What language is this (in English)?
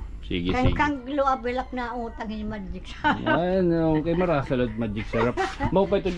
Waray